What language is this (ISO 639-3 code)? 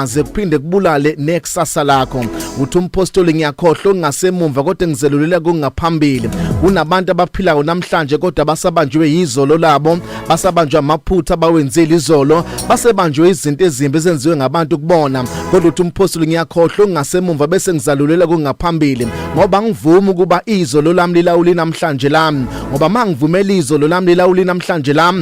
zul